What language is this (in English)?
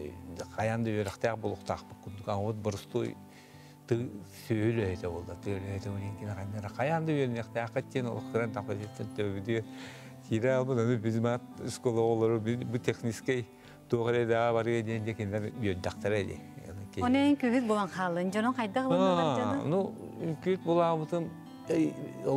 Yakut